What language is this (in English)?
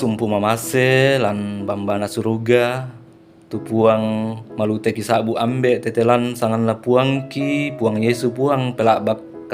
Toraja-Sa'dan